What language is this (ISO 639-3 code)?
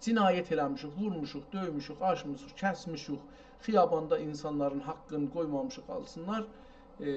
azb